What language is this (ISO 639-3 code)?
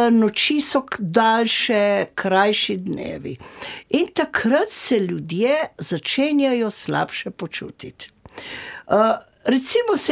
slv